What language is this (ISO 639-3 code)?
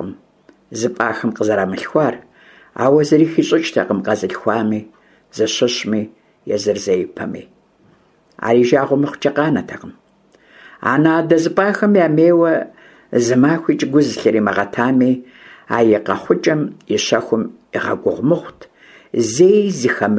kbd